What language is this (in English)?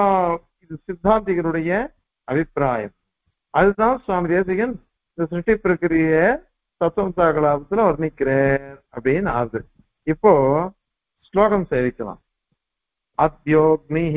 Tamil